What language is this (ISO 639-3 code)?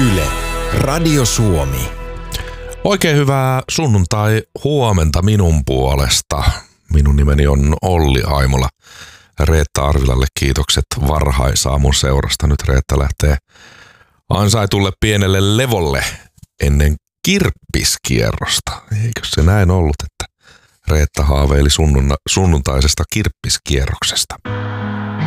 fin